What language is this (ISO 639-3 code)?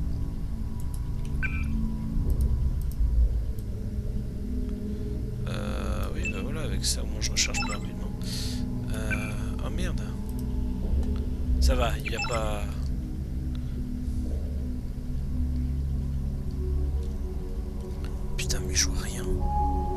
fra